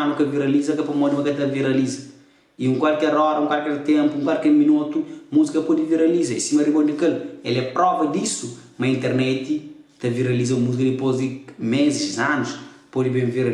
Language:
Kabuverdianu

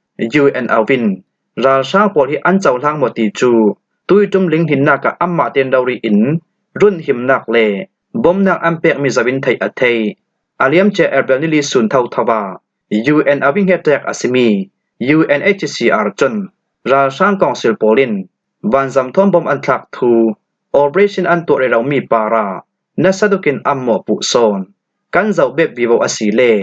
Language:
Falam Chin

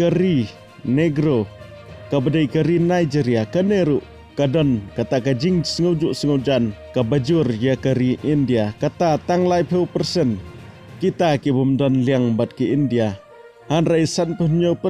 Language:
Khasi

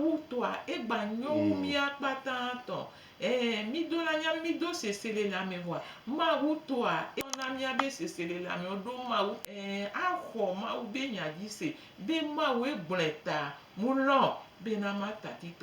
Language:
Gen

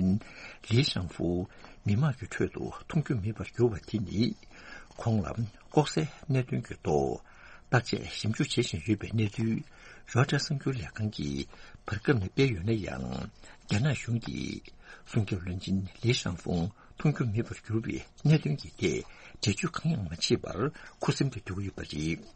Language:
Tibetan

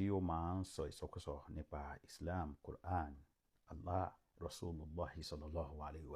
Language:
Yoruba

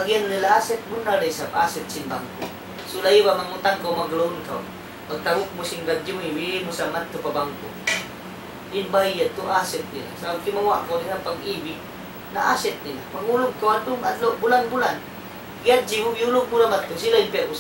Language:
Tausug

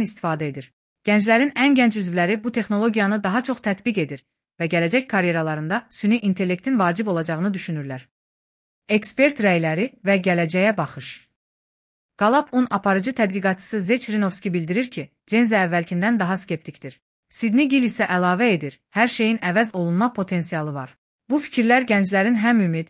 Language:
Azerbaijani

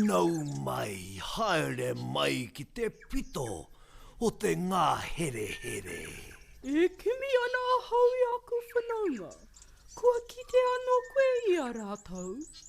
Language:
Māori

